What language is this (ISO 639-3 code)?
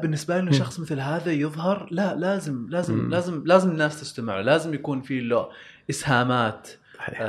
afb